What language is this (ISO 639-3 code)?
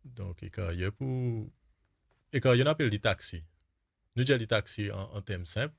mfe